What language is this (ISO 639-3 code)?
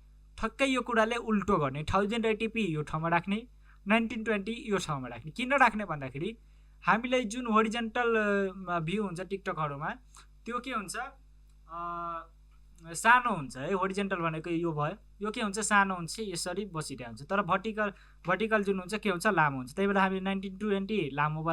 nep